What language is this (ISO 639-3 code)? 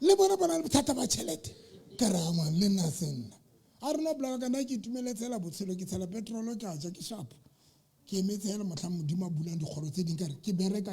sot